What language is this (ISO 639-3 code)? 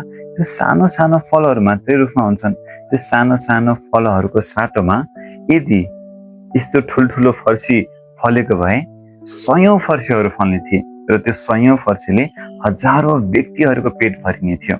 nep